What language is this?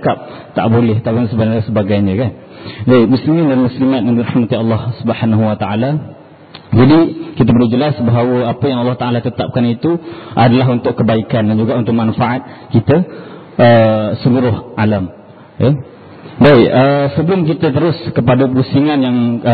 Malay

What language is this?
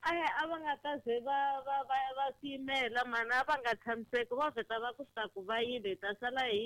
Tsonga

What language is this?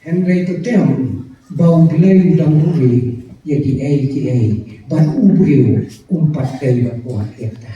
Khasi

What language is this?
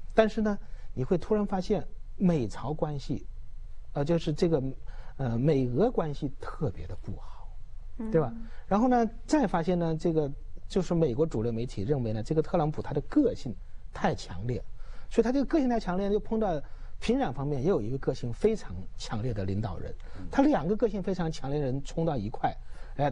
Chinese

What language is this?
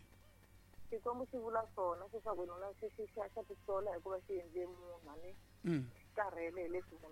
Tsonga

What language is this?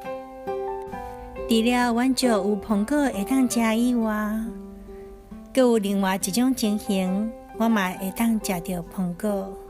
Min Nan Chinese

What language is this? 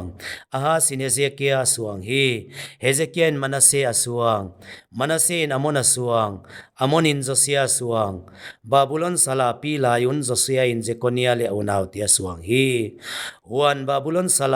Paite Chin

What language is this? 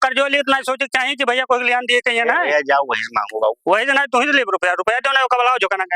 Awadhi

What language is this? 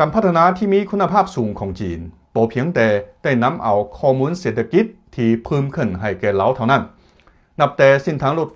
Lao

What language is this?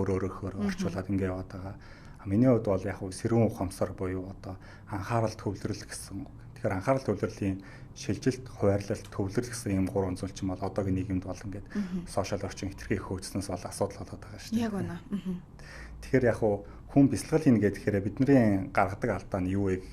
Mongolian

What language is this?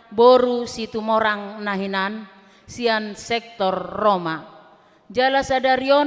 Batak Toba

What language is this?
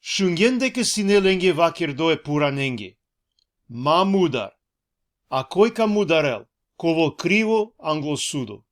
Balkan Romani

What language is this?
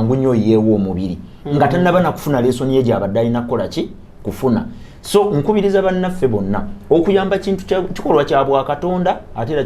Ganda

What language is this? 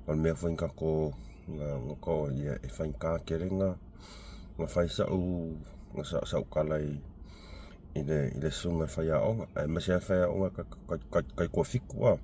Samoan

